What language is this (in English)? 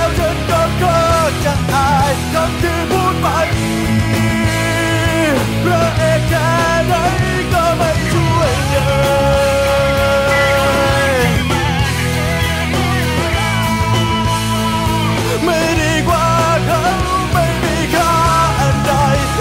Thai